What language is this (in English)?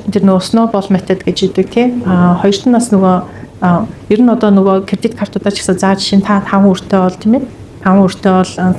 Mongolian